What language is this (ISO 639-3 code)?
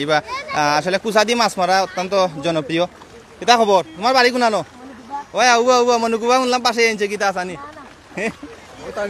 syl